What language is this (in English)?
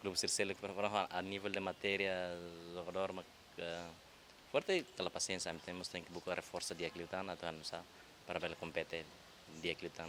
Tetum